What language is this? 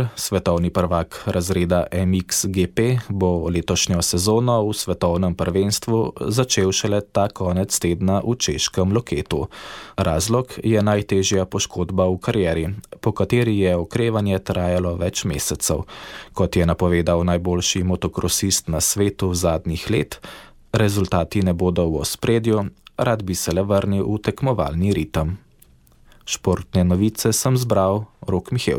Slovenian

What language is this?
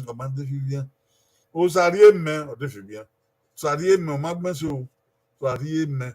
Bini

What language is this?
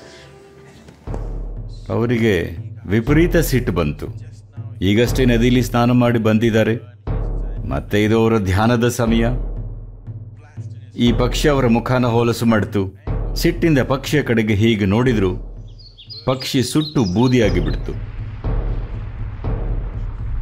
Kannada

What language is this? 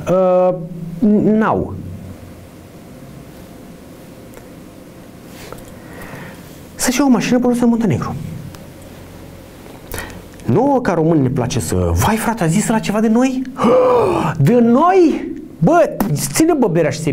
Romanian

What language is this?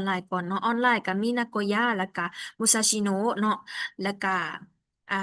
Lao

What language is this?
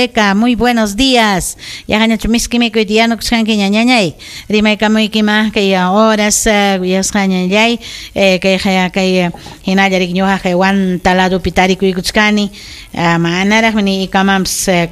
Ayacucho Quechua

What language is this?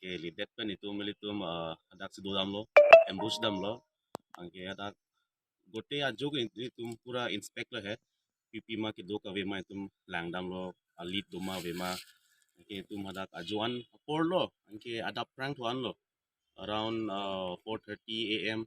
Karbi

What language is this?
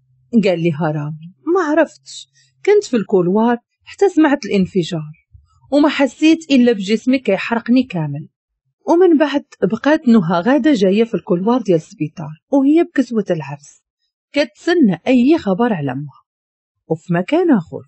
Moroccan Arabic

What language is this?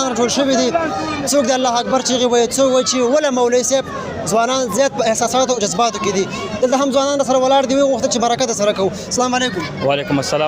Pashto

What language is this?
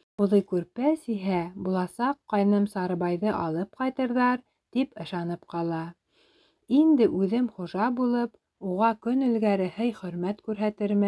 Bashkir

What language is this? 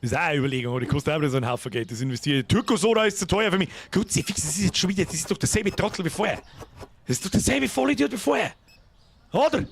Bavarian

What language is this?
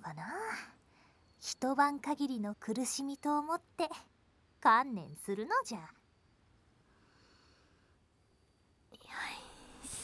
Japanese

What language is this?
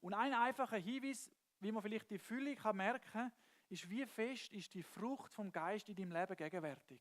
Swiss German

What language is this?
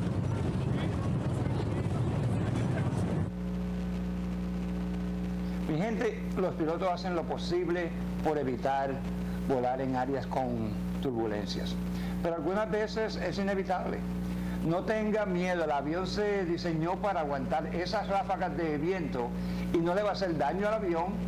Spanish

